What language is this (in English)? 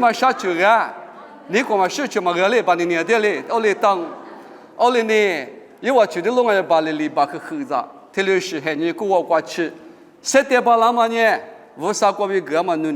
Lisu